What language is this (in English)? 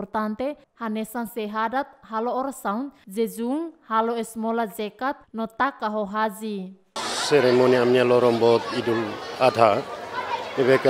Tetum